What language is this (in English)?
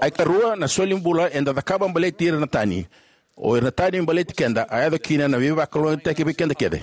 Fijian